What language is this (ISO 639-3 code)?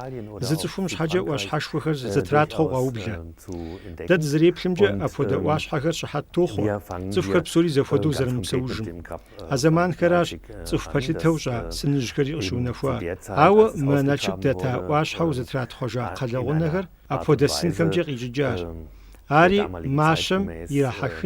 kbd